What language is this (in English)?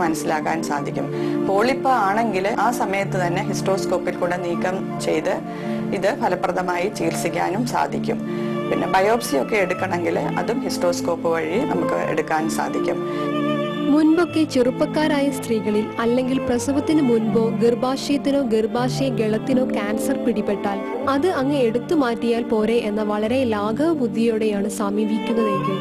Malayalam